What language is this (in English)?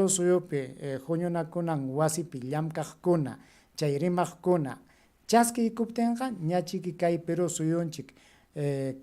Ayacucho Quechua